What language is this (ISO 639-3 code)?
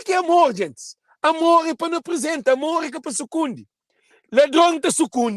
kea